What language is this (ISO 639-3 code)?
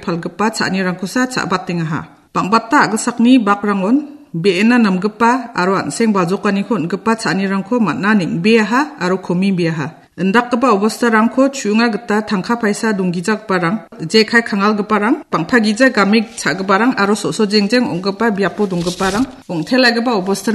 grt